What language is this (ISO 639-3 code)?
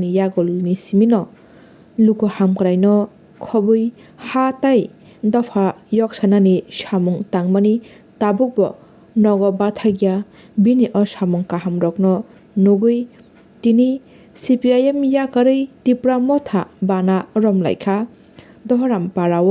trp